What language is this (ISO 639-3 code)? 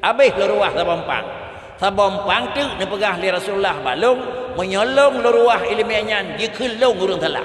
ace